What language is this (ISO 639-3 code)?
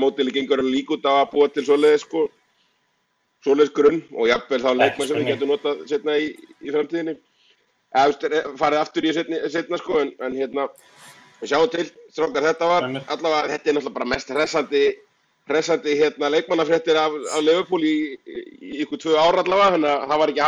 isl